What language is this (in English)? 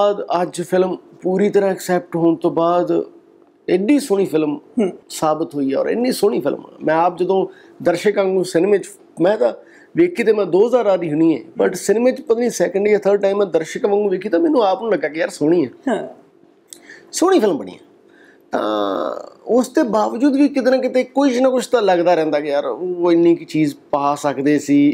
Punjabi